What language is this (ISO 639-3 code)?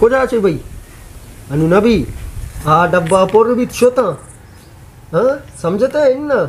bal